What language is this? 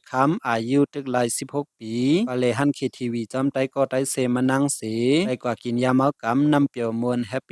Shan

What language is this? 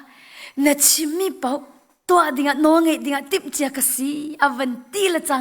Hakha Chin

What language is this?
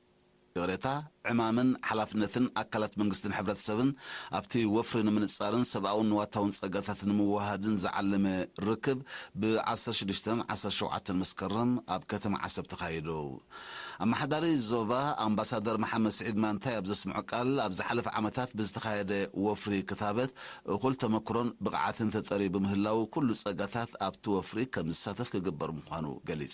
Tigrinya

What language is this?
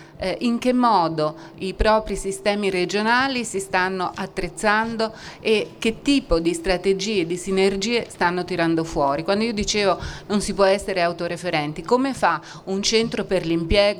Italian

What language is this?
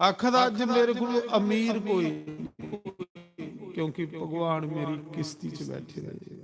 Dogri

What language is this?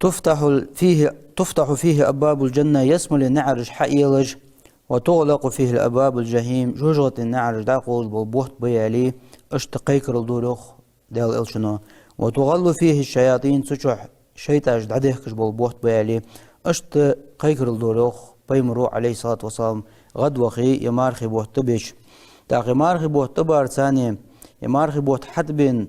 Ingush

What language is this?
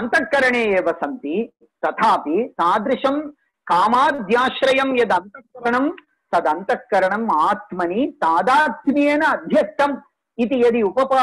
Sanskrit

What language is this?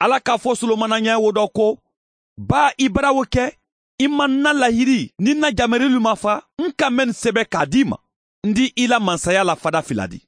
Bambara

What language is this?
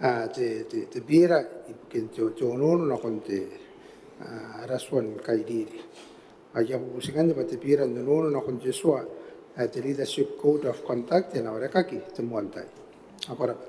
Gilbertese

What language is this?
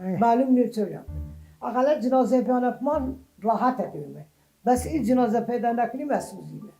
Mesopotamian Arabic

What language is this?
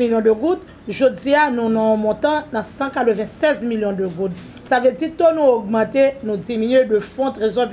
Haitian Creole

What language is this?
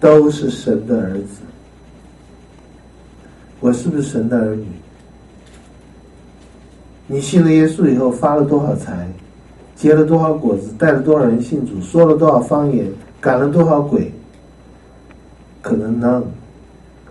Chinese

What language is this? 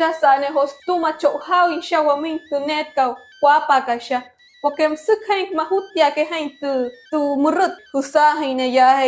Wayuu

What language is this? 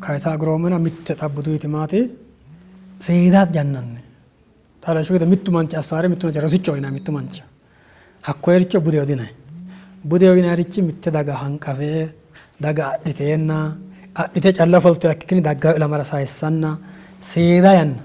Sidamo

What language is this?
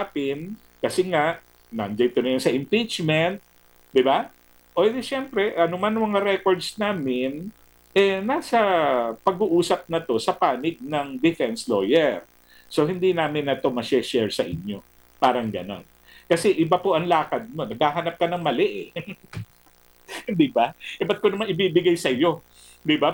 Filipino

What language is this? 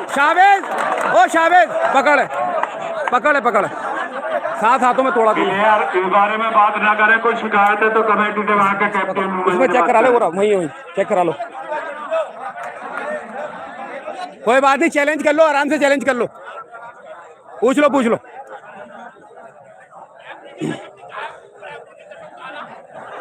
Hindi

